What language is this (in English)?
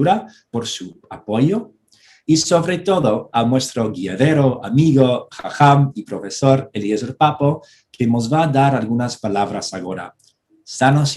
Ladino